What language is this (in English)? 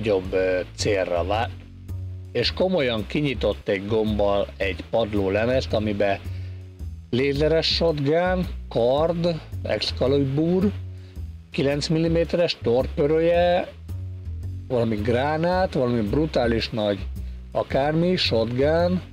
Hungarian